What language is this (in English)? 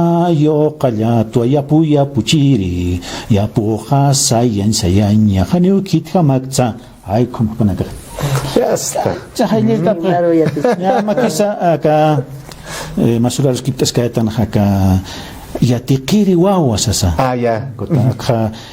Aymara